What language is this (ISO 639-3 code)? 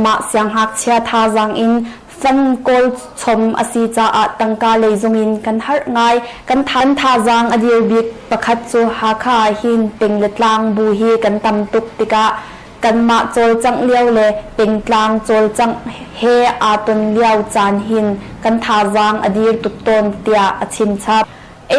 cnh